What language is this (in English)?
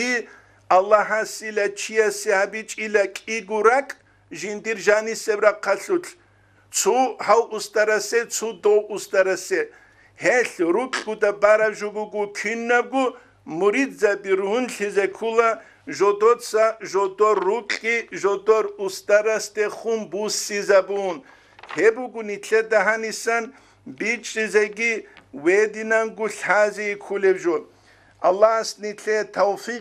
Avaric